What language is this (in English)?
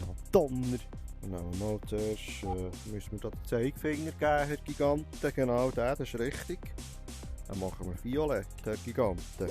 Swiss German